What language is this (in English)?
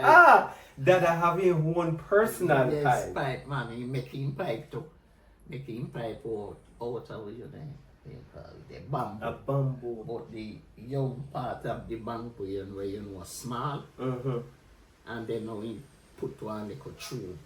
Jamaican Creole English